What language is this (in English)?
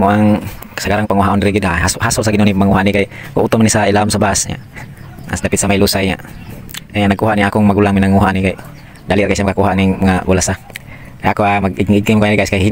Cebuano